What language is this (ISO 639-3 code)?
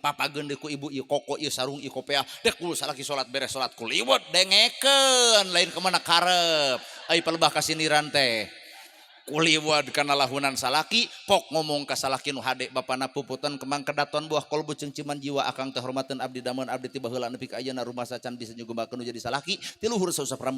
sun